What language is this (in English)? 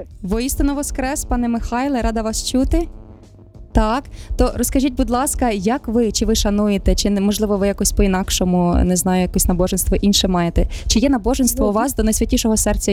Ukrainian